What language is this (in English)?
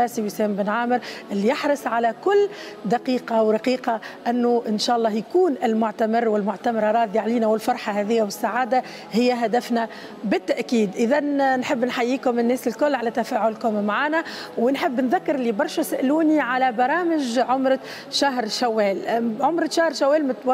Tunisian Arabic